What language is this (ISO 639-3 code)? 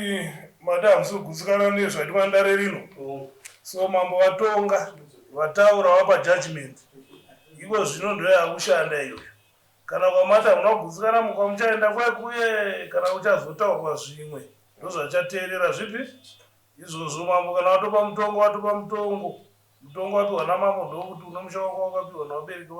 sna